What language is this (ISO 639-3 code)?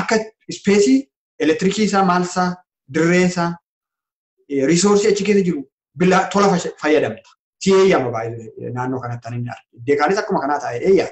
orm